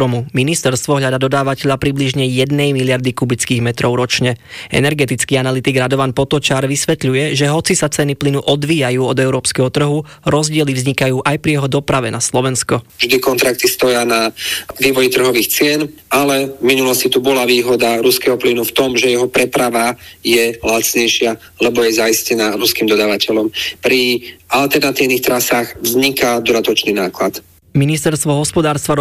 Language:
Slovak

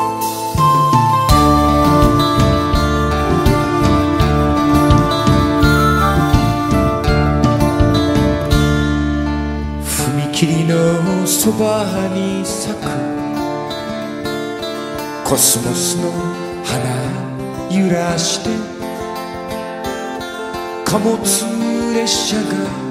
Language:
Japanese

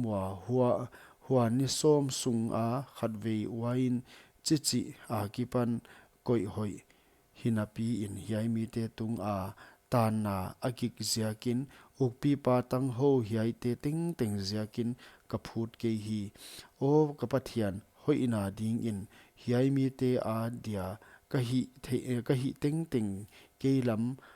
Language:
Paite Chin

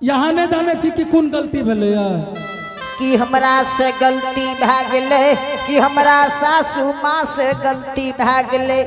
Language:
Angika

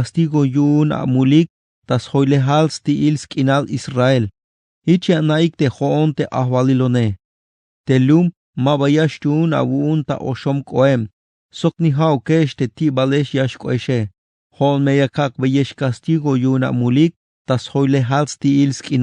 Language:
Tzeltal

